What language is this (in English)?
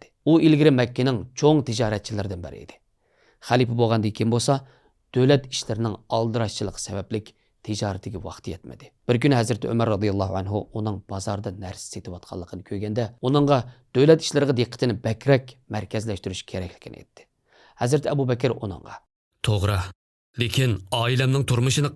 Uyghur